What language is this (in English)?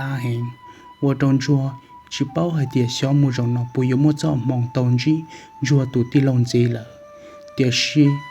Hmong